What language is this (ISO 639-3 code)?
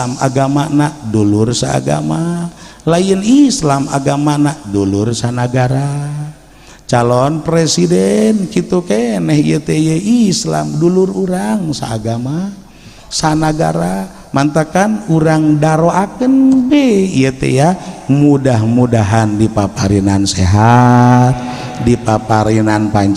sun